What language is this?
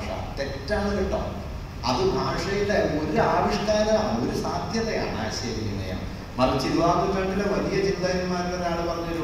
Malayalam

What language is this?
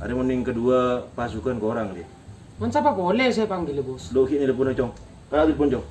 Madurese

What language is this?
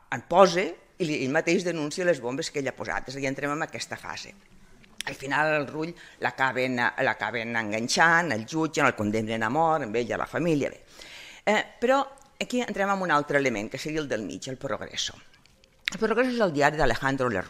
Catalan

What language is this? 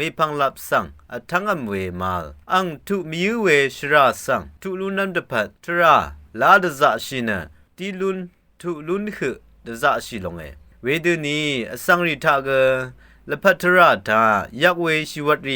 Rawang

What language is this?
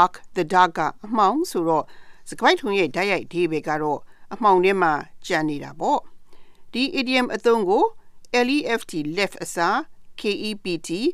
Burmese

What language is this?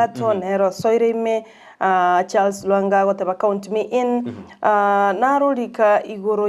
Gusii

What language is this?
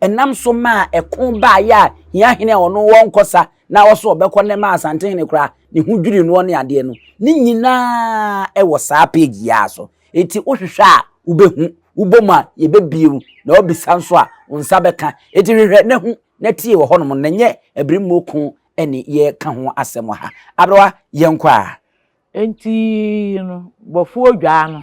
Akan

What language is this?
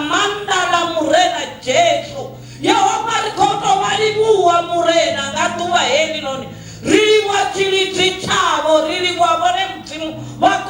Venda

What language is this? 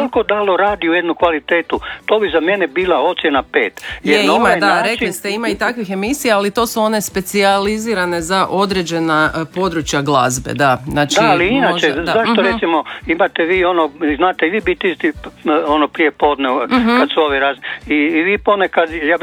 Croatian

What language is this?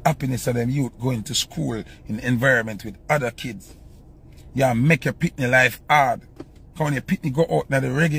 Jamaican Creole English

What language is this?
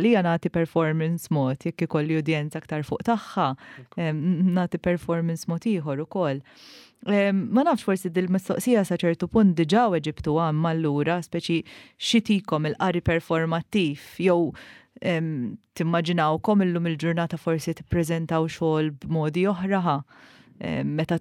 Maltese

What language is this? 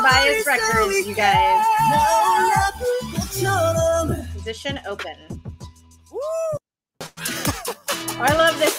English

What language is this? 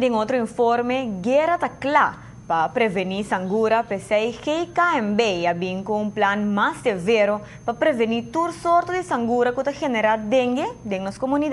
Papiamento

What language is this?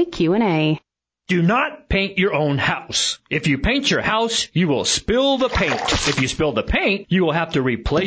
English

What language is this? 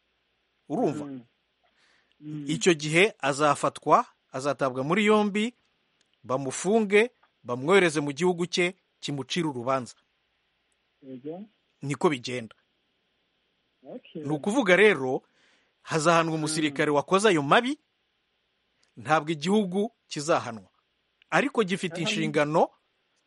Kinyarwanda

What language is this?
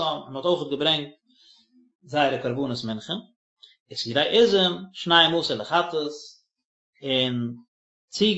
Yiddish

